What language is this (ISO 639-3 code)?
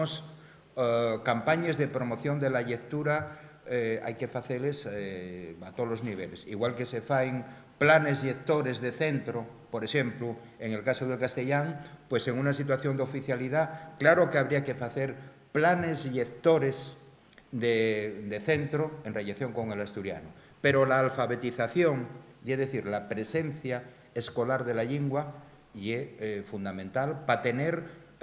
ast